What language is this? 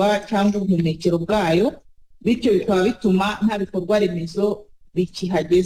Kinyarwanda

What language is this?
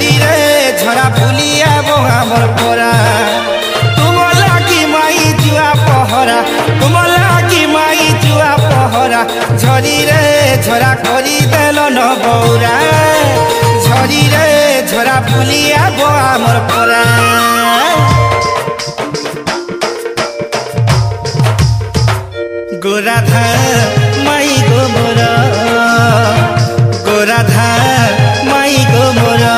Sambalpuri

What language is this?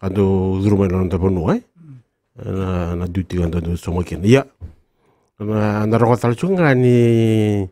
Fijian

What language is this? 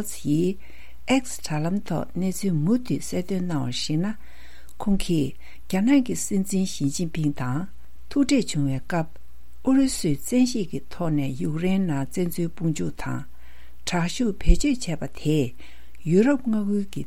Tibetan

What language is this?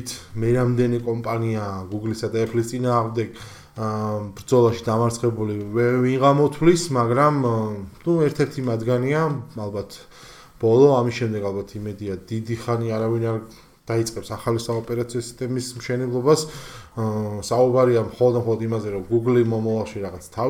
Georgian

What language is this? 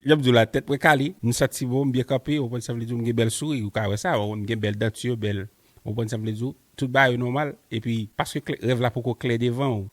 Haitian Creole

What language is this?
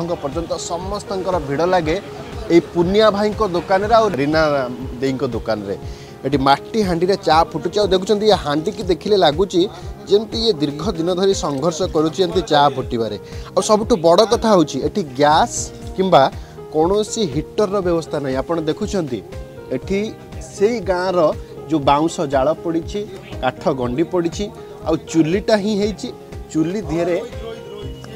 Odia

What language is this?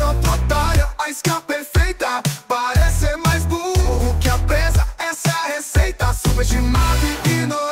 Portuguese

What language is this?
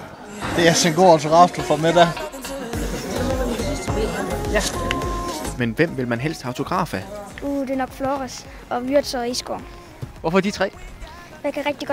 Danish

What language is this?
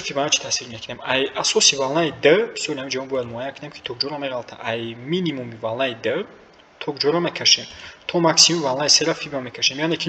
Tajik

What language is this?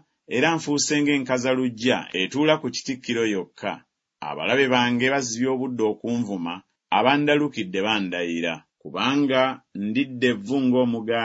Ganda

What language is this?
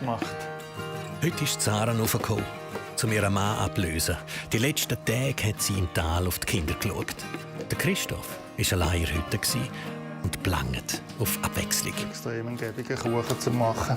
Swiss German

